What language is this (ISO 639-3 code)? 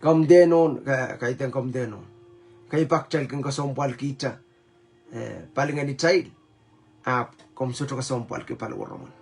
pon